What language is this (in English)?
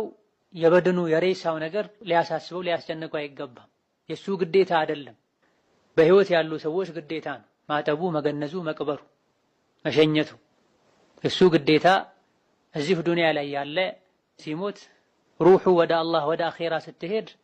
Amharic